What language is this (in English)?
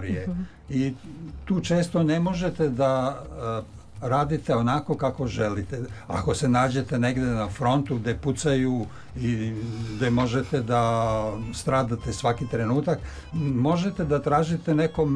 Serbian